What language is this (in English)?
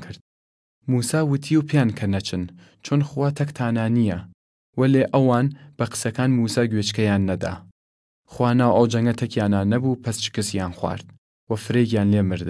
Southern Kurdish